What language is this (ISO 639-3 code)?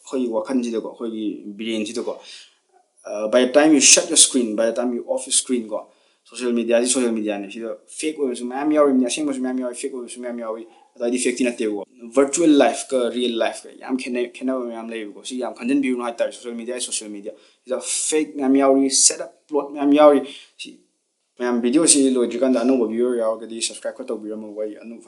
mni